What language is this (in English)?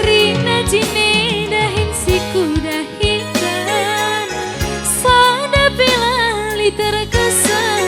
Batak Karo